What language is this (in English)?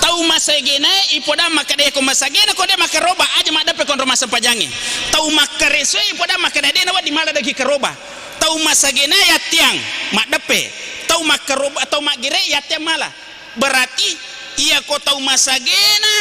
Buginese